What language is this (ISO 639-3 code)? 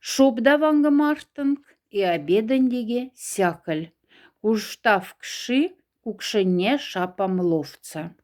mdf